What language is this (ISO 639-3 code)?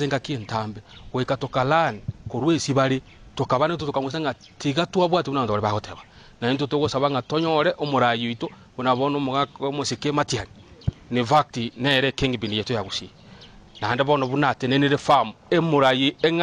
guz